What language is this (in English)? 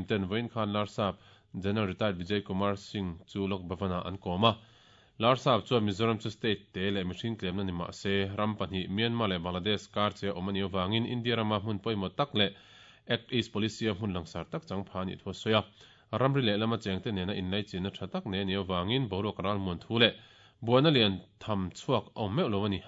Mizo